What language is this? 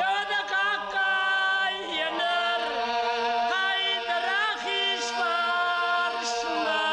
Ossetic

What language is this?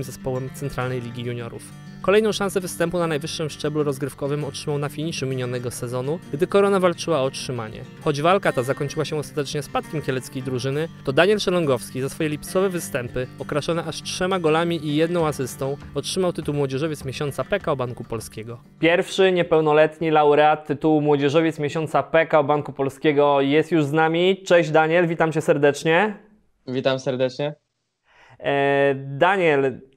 Polish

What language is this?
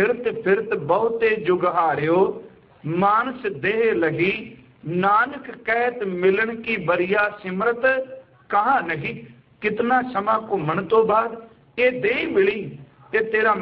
Punjabi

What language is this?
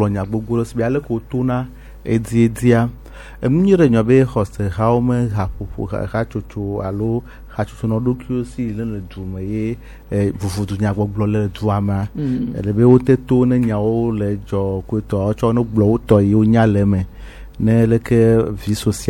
Gen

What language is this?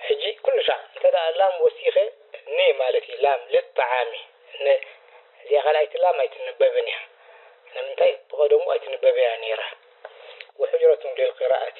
Tigrinya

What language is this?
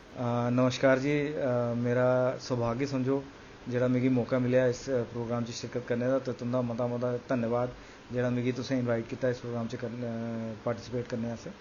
Dogri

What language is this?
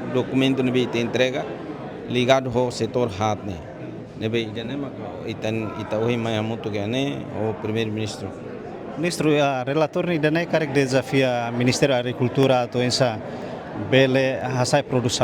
Tetum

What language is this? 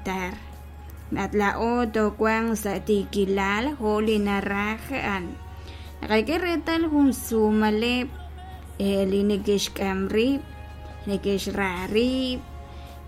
Kekchí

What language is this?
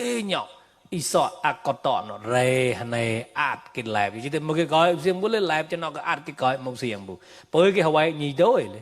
Mon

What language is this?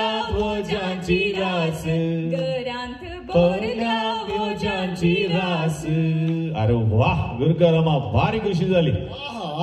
Konkani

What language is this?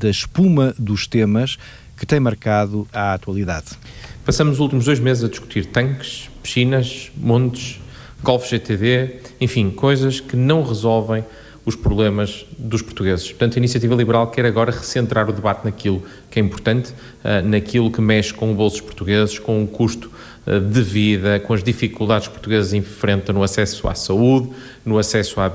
Portuguese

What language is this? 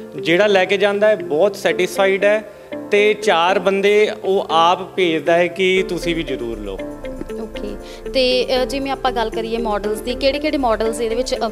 Punjabi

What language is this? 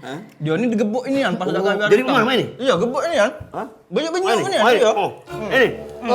Musi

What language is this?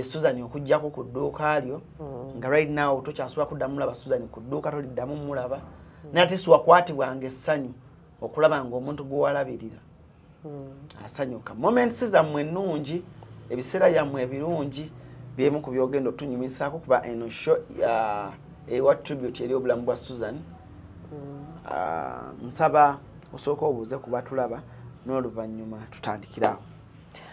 Ganda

